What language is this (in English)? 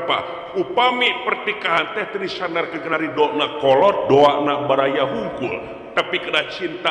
Sundanese